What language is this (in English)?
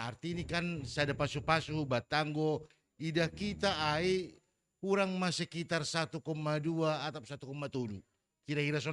Batak Simalungun